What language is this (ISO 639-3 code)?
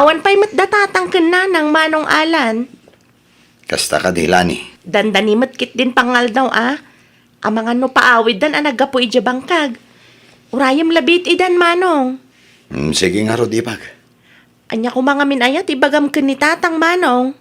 ilo